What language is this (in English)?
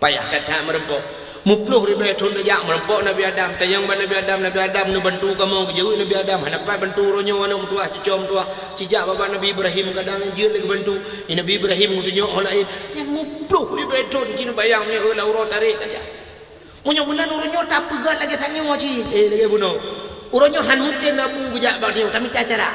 Achinese